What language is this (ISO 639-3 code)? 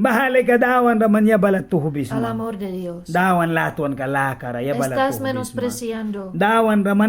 miq